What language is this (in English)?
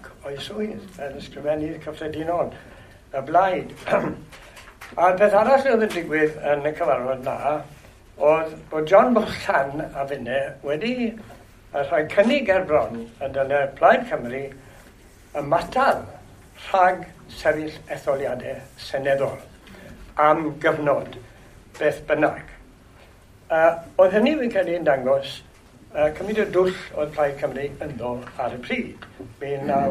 Welsh